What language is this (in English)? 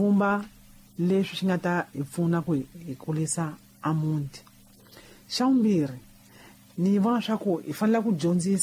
Tsonga